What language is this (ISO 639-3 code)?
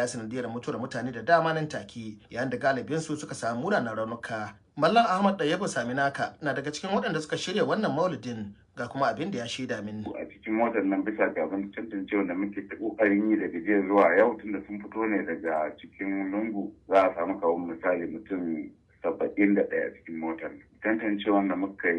hau